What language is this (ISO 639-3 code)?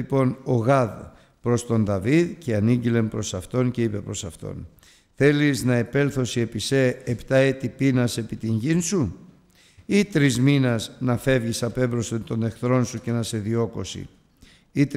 ell